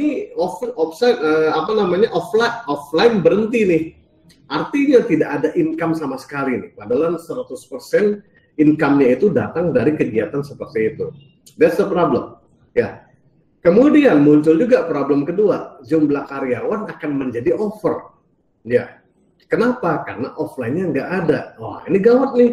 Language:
Indonesian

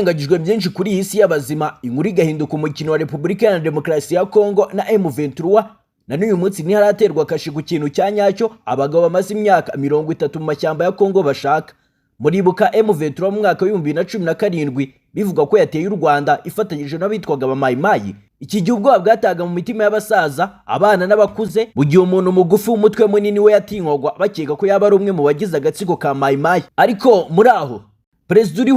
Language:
Kinyarwanda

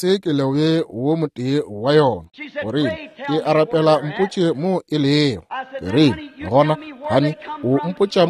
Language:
Northern Sotho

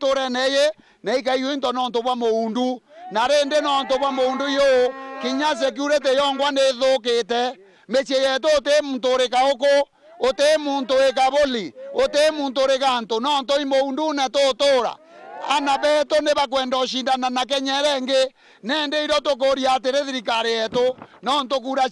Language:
Meru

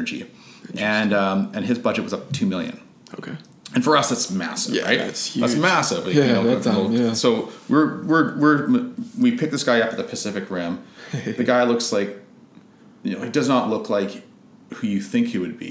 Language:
English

